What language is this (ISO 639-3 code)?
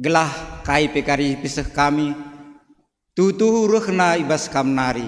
btx